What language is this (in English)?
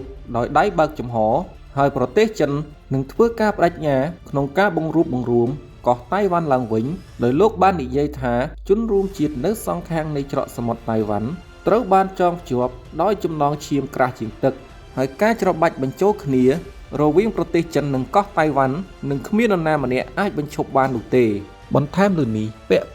Khmer